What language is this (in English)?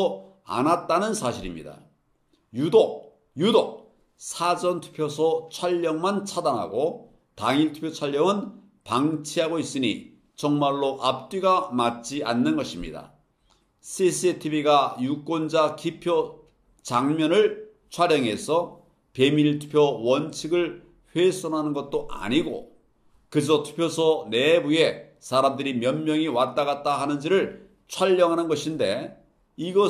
Korean